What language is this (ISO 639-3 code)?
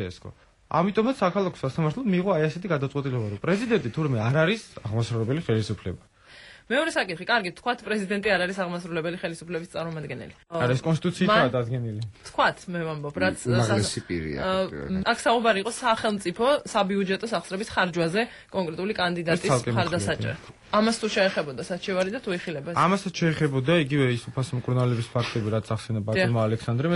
kat